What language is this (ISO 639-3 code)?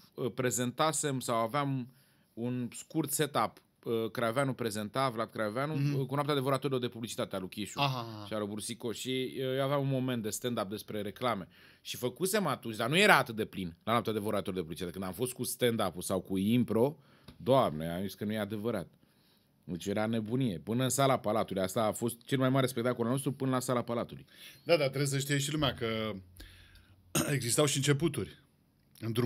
ron